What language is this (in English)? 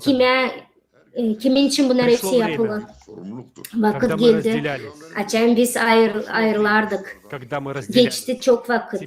Gagauz